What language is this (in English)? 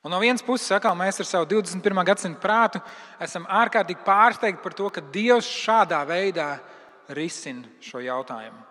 Latvian